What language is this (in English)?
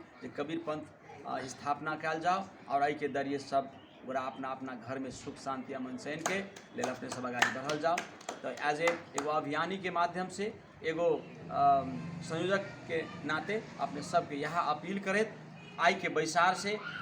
Magahi